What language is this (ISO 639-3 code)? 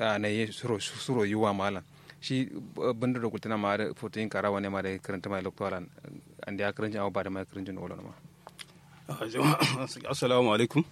kau